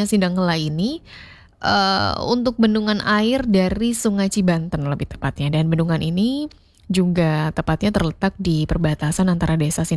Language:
Indonesian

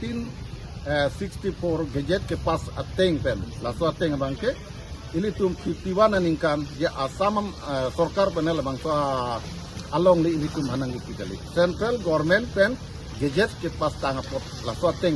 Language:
Karbi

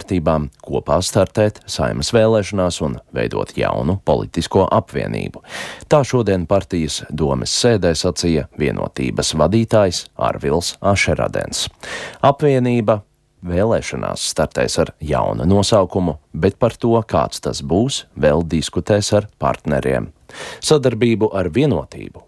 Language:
Latvian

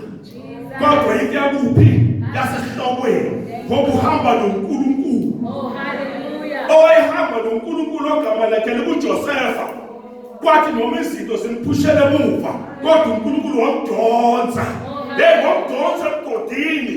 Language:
Zulu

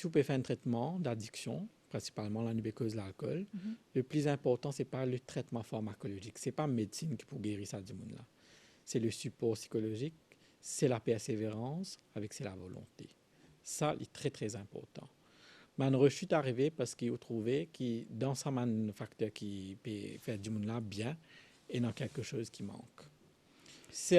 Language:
Morisyen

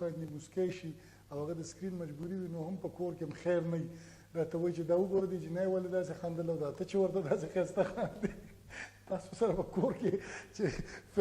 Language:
Pashto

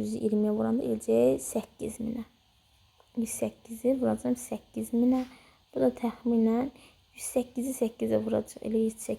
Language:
Azerbaijani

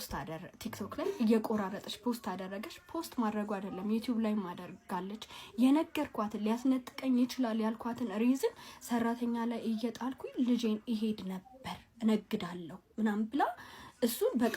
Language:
Amharic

